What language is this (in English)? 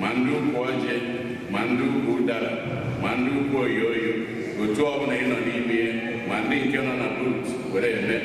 Igbo